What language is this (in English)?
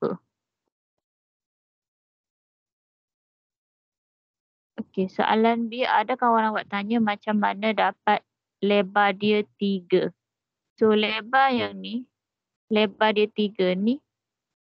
Malay